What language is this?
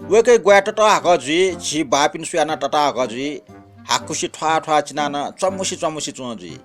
Newari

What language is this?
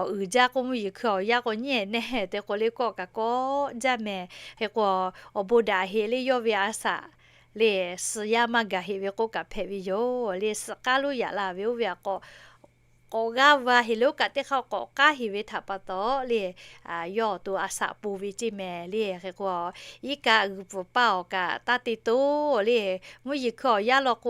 Lahu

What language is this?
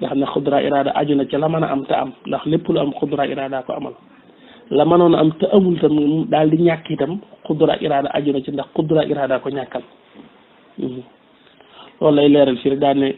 Wolof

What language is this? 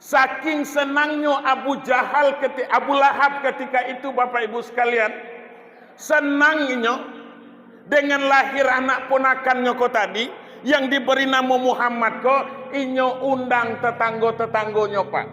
Minangkabau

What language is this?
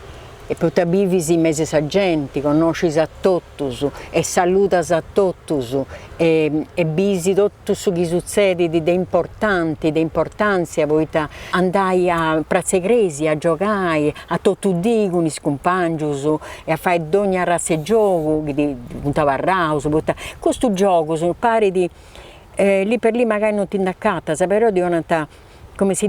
Sardinian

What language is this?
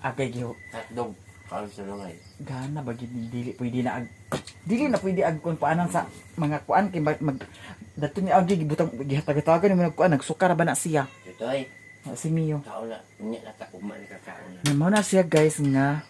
Cebuano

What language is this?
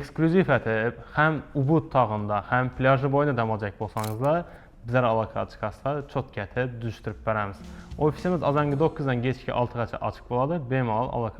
Uzbek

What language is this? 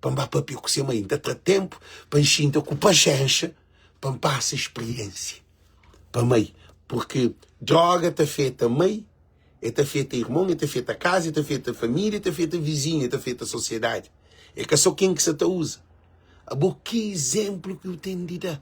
Kabuverdianu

